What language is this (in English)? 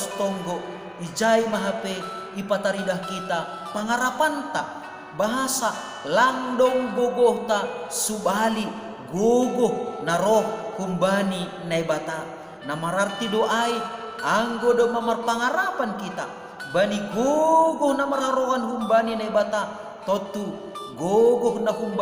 Batak Simalungun